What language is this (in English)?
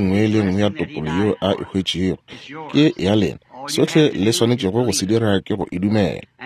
Northern Sotho